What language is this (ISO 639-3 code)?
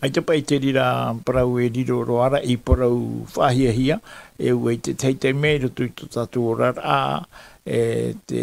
tah